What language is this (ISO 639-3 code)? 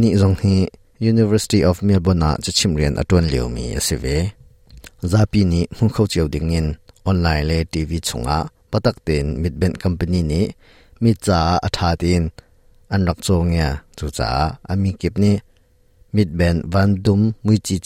cnh